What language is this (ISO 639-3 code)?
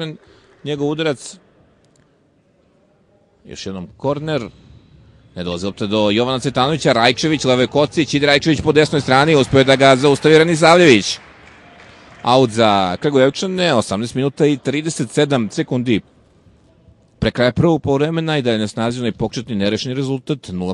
srp